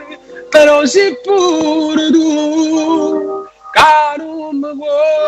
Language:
Neapolitan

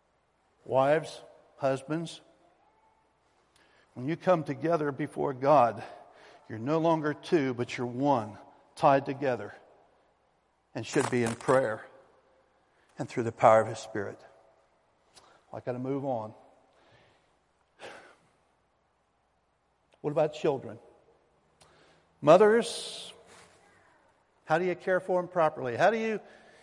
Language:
English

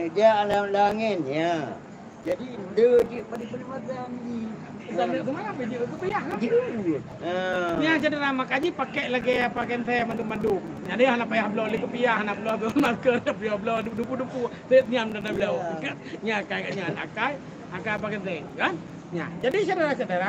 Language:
Achinese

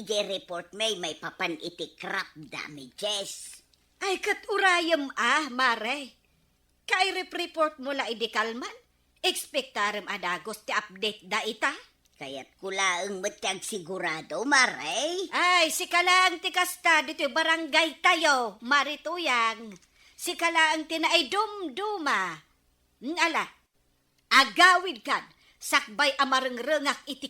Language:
Iloko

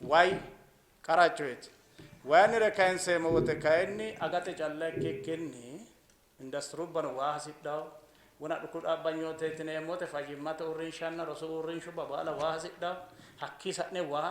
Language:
Sidamo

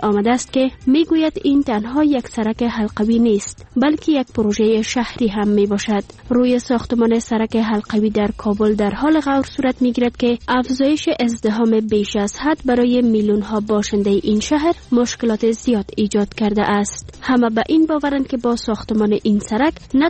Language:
Persian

